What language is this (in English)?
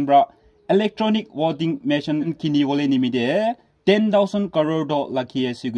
Naga Pidgin